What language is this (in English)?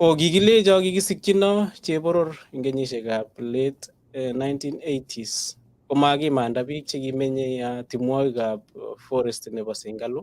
Kalenjin